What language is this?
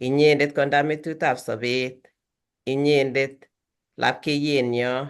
Kalenjin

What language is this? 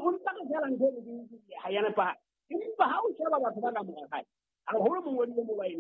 Southern Sotho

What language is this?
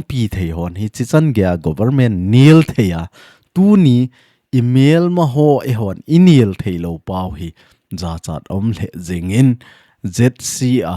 Thado Chin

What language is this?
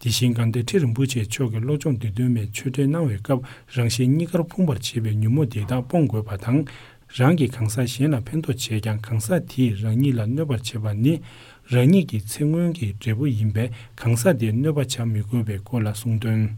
Tibetan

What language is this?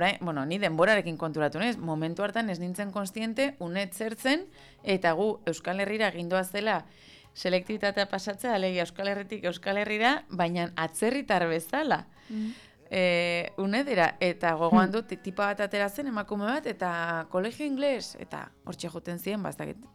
Basque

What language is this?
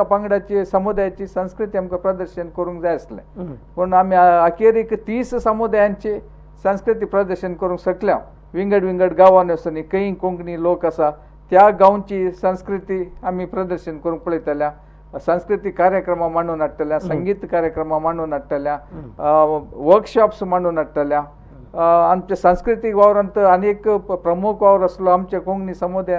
Konkani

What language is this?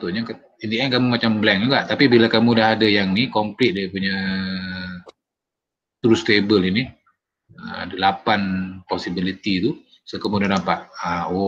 Malay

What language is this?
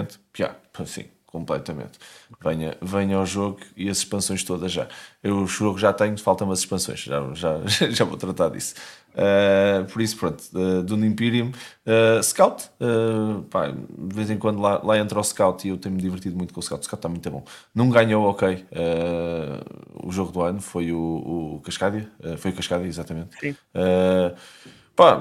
Portuguese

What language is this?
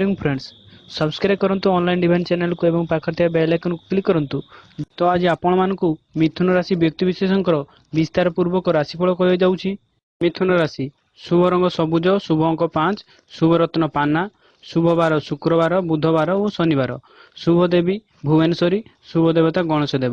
Odia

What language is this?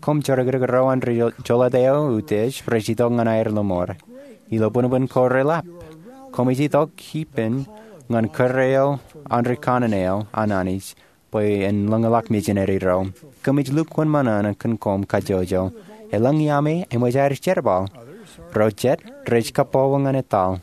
Marshallese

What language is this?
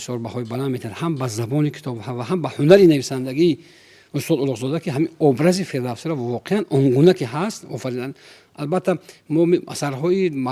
Tajik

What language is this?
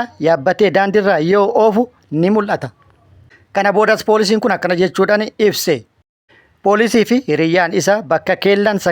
Oromo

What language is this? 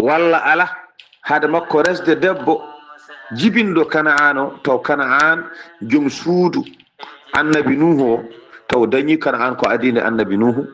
Fula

